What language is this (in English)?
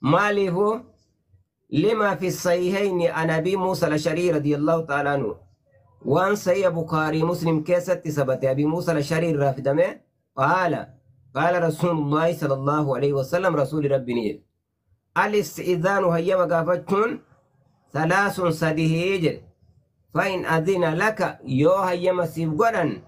Oromo